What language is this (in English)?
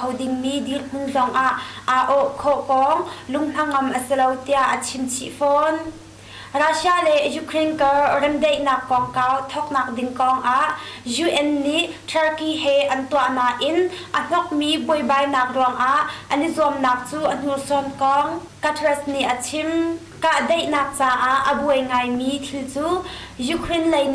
Hakha Chin